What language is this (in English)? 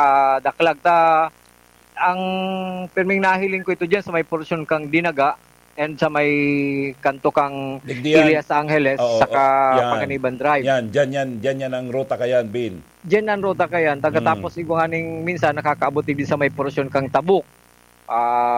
Bikol